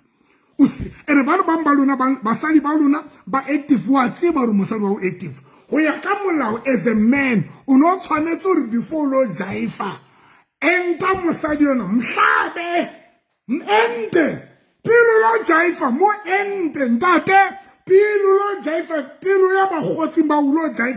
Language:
Southern Sotho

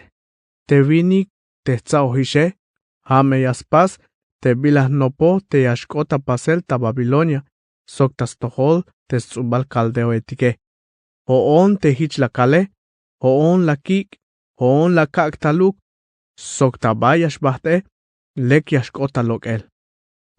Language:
Tzeltal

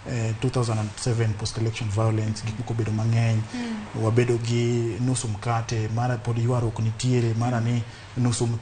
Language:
Luo (Kenya and Tanzania)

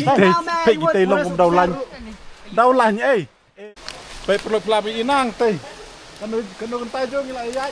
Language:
Khasi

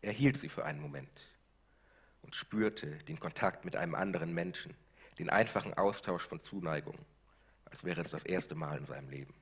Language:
Swiss German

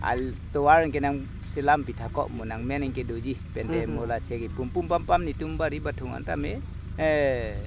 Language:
Karbi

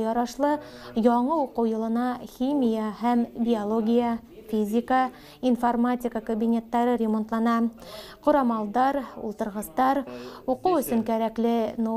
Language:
Bashkir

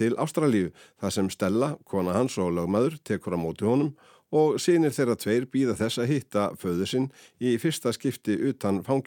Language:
Icelandic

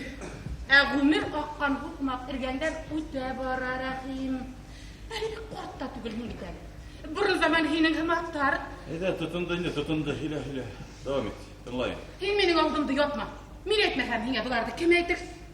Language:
Bashkir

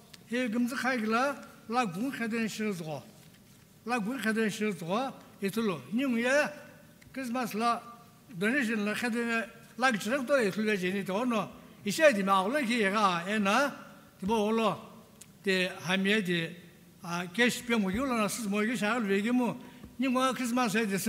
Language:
Sumi Naga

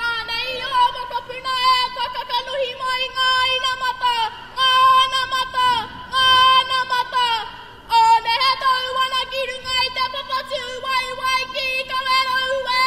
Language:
Māori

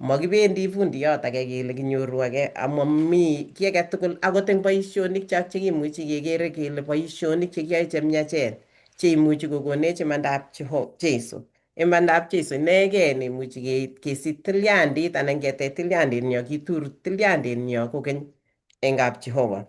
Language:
Kalenjin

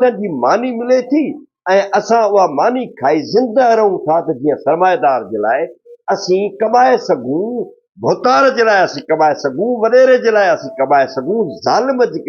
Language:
Sindhi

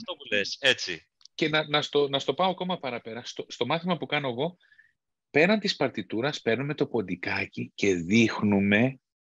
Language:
Greek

